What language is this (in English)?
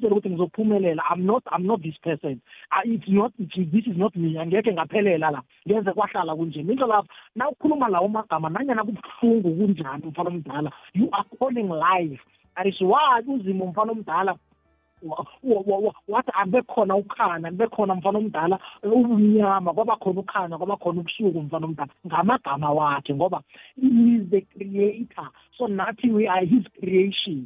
South Ndebele